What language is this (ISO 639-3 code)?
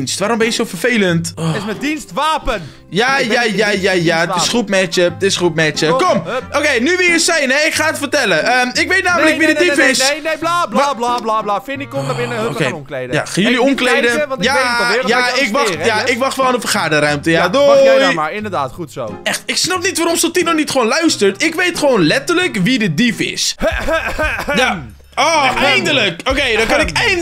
nld